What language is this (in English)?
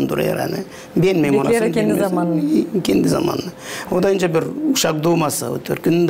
Gagauz